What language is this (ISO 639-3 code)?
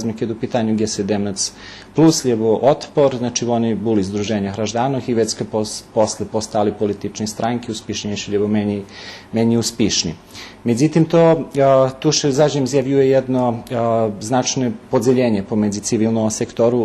rue